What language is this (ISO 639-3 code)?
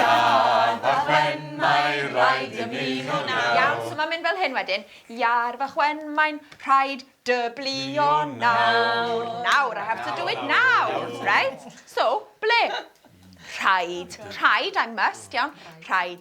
cym